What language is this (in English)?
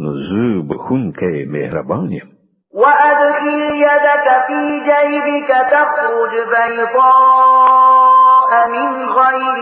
Pashto